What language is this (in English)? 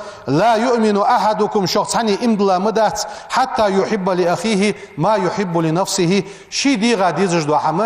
Ingush